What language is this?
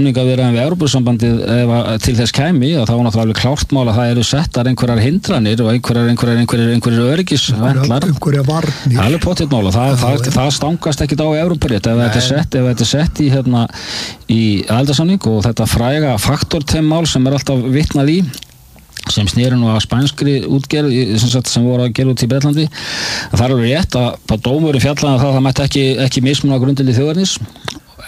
Icelandic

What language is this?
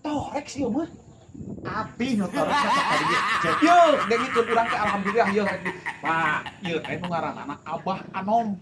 Sundanese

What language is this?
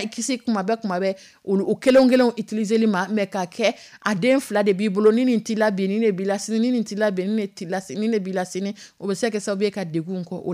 Dyula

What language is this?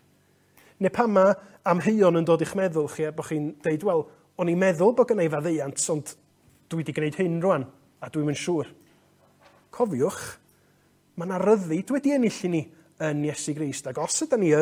Welsh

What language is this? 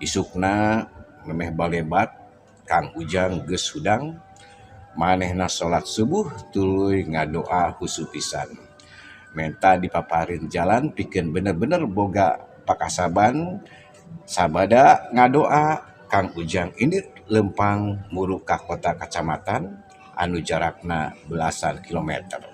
Sundanese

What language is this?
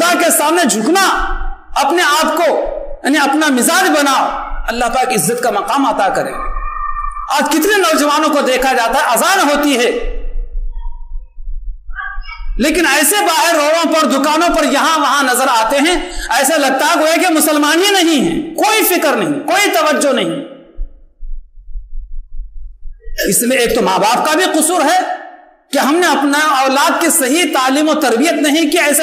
Urdu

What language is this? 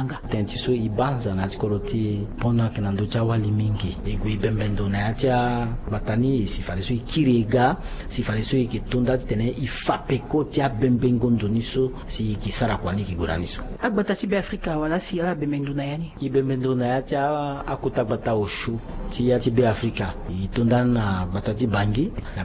Sango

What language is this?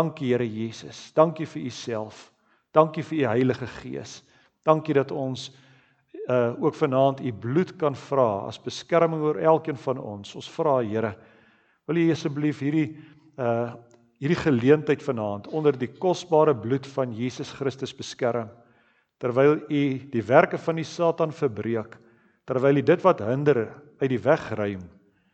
Afrikaans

